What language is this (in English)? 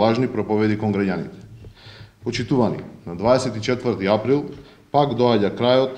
Macedonian